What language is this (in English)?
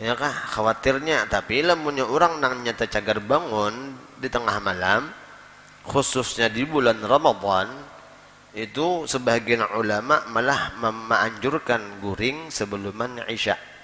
Banjar